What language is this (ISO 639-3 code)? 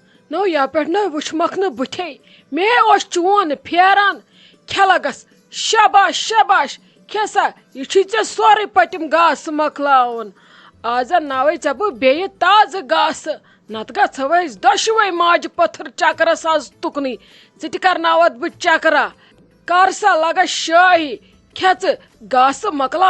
kas